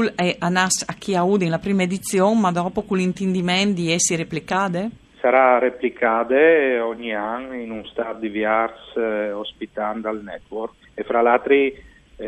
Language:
Friulian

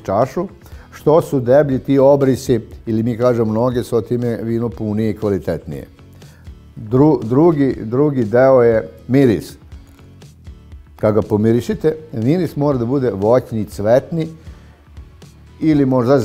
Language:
Serbian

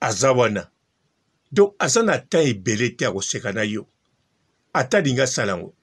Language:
Lingala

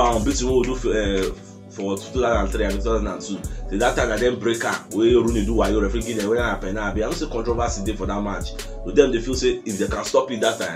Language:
Nigerian Pidgin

